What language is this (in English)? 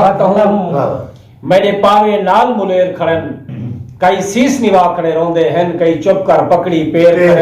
Saraiki